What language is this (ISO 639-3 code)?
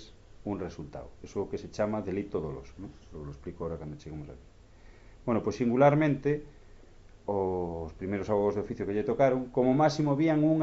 glg